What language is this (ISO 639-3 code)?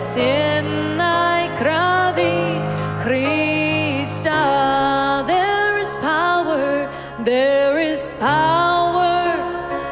rus